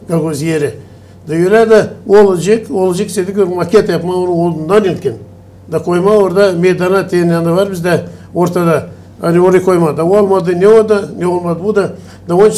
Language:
Gagauz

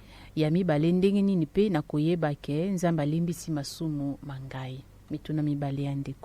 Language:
Lingala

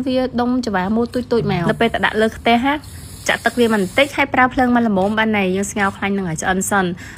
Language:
Khmer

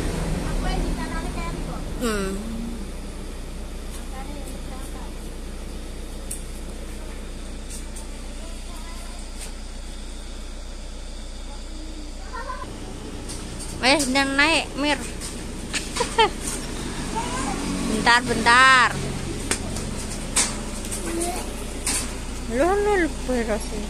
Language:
Indonesian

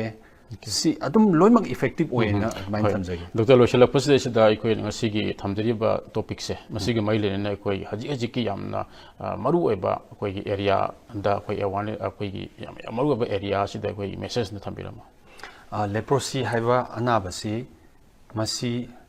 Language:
Manipuri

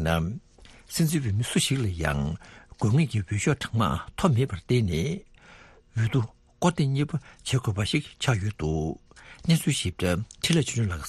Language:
Tibetan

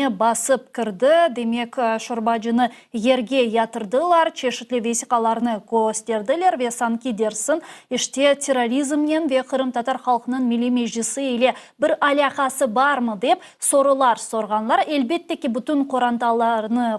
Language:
Crimean Tatar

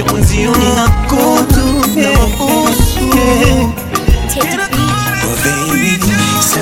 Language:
Swahili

